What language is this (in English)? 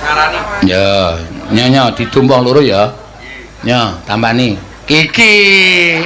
Javanese